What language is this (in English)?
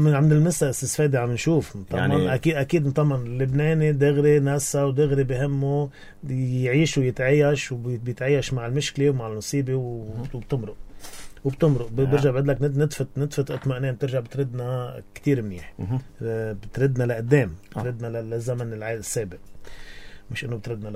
North Levantine Arabic